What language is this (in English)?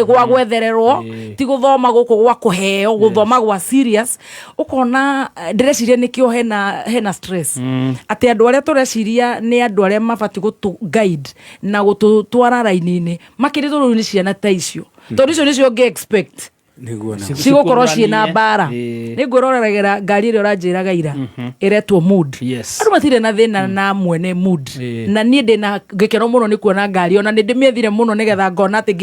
Kikuyu